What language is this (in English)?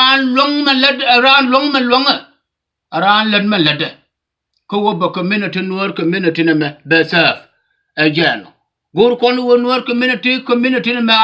Nuer